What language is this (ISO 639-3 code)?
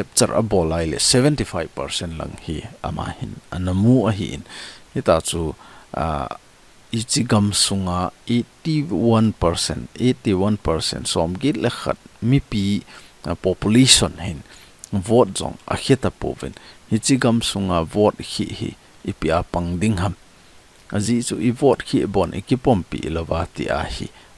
tcz